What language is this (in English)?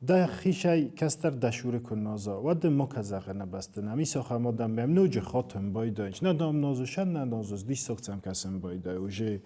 Ossetic